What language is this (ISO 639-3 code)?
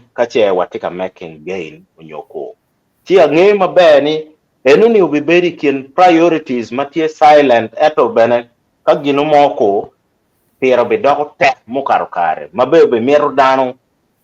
ach